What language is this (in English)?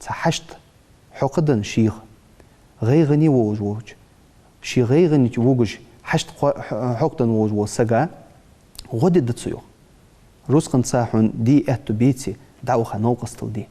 Ingush